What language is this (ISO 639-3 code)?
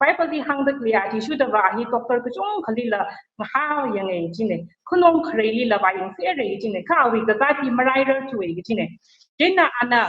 nmf